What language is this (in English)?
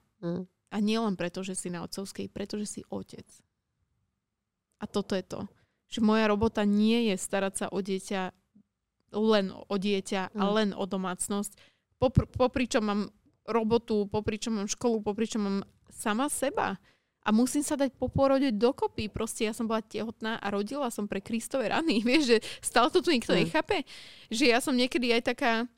Slovak